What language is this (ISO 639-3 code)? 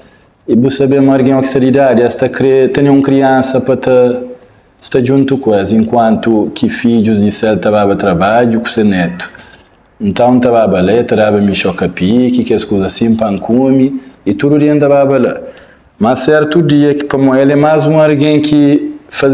kea